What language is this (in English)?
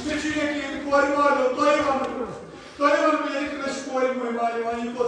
Kashmiri